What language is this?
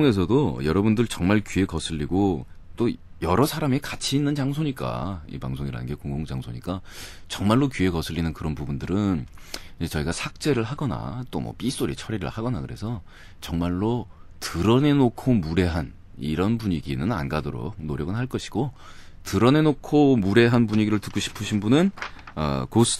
Korean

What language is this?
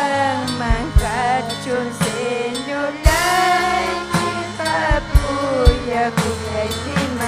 Ayacucho Quechua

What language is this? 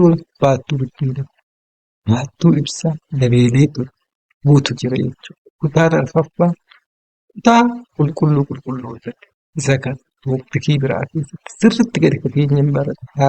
Oromo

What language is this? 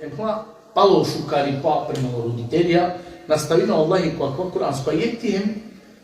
Balkan Romani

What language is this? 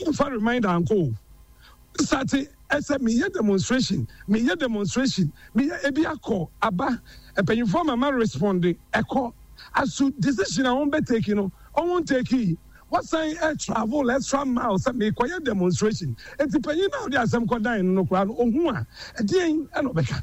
Akan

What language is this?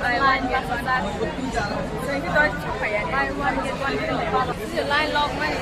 Kok Borok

